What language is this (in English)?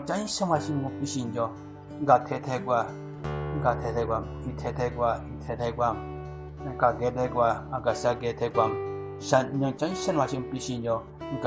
Southern Rengma Naga